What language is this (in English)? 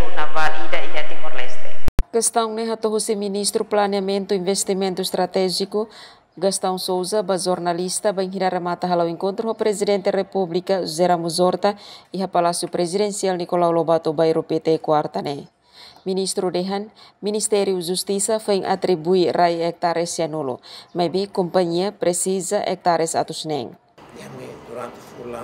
Tetum